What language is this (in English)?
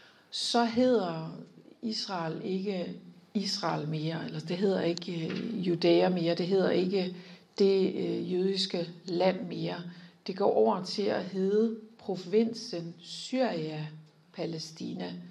Danish